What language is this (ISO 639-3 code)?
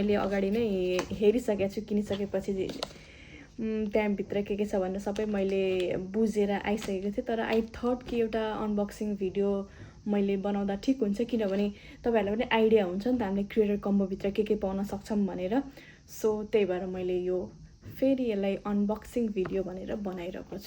nep